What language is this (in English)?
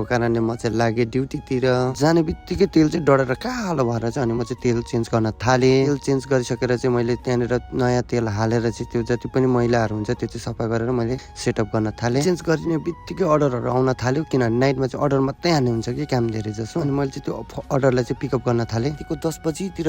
Nepali